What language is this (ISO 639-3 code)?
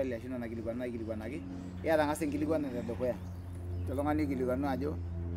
mas